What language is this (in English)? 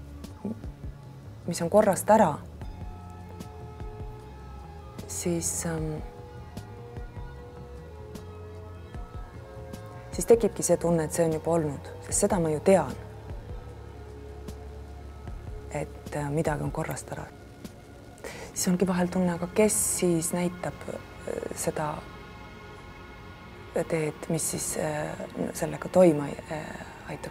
Estonian